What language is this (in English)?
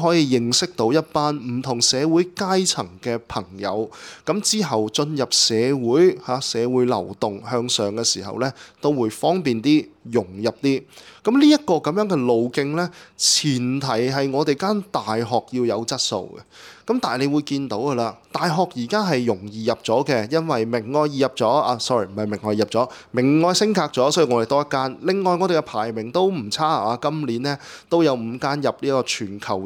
Cantonese